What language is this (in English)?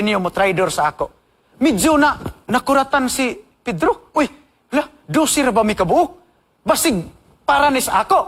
Cebuano